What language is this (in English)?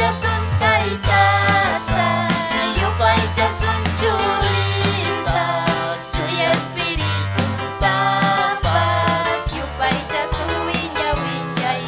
Ayacucho Quechua